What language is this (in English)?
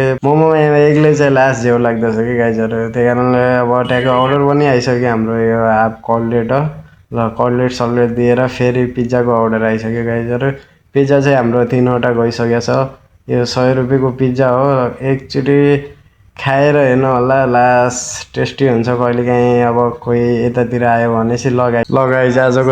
Nepali